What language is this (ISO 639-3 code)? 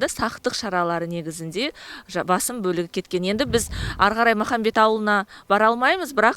kaz